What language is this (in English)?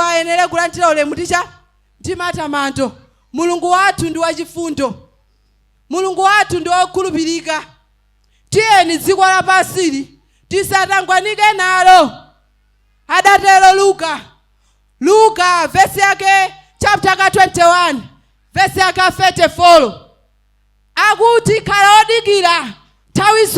Nyanja